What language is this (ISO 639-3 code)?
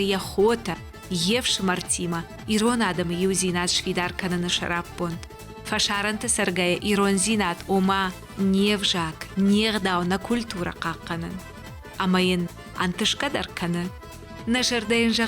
oss